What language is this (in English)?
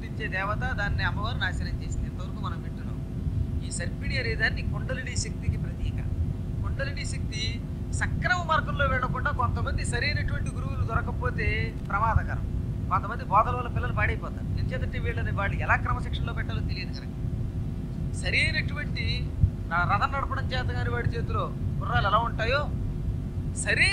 Telugu